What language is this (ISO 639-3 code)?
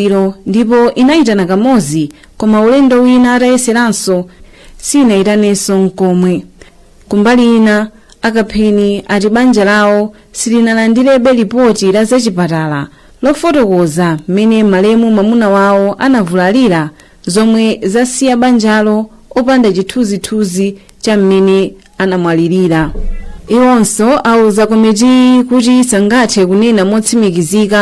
nya